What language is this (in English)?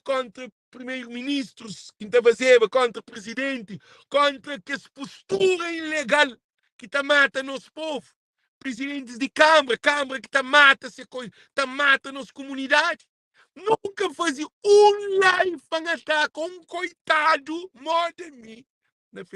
Kabuverdianu